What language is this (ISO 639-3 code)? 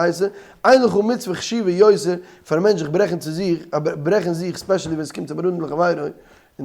yid